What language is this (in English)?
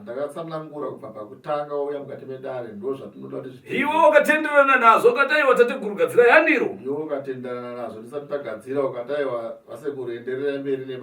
Shona